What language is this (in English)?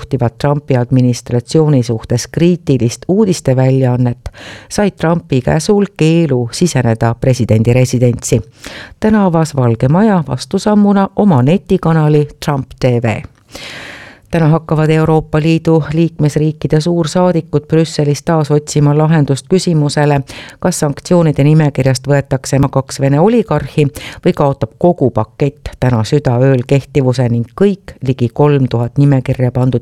Estonian